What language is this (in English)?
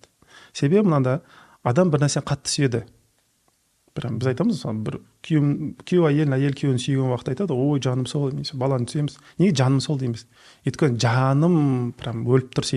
Kazakh